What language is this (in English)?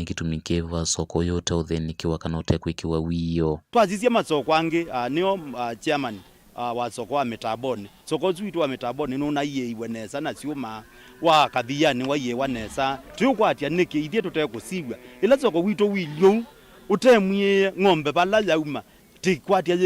Kamba